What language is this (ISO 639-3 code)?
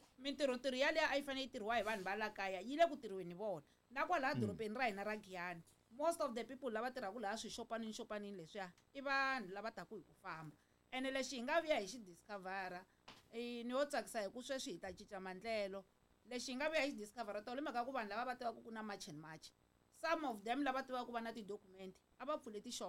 tso